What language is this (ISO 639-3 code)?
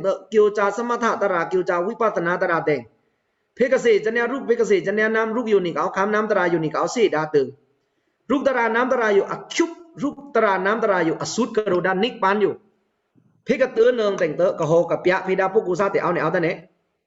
blk